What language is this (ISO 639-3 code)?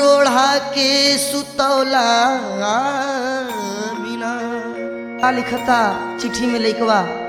bho